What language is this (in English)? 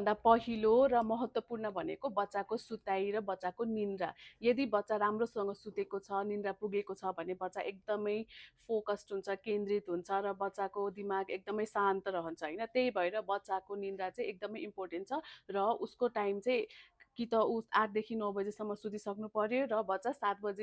Nepali